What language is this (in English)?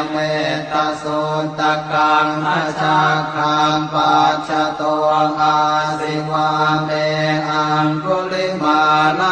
Pali